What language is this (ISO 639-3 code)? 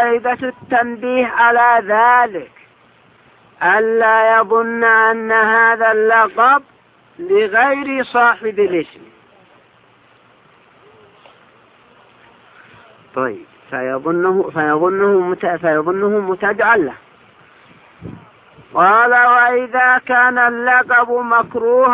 ara